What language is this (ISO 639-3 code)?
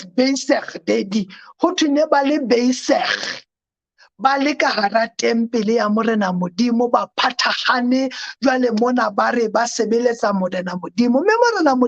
sot